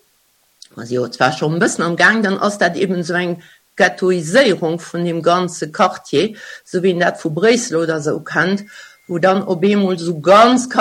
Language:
Luxembourgish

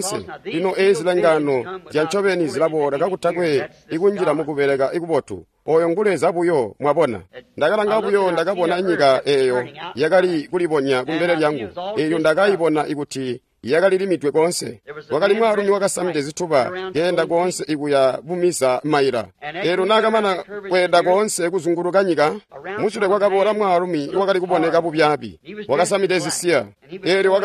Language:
Tonga (Zambia)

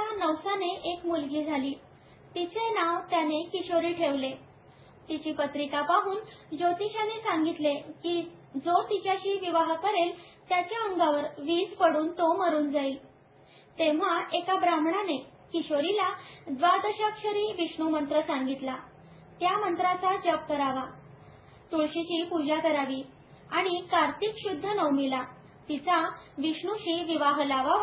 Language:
Marathi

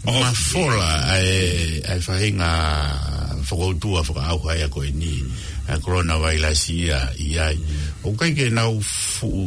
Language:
Tongan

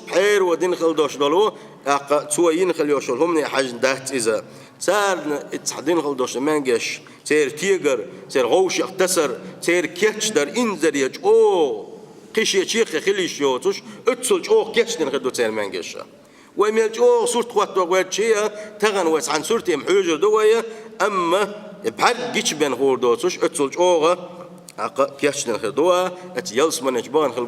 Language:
Chechen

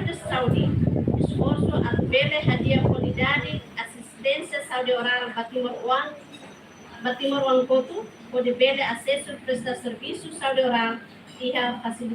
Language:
Tetum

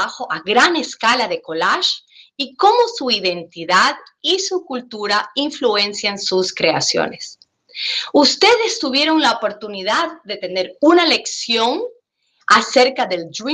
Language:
Spanish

